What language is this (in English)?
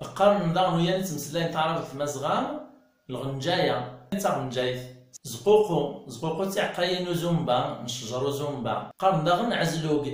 Kabyle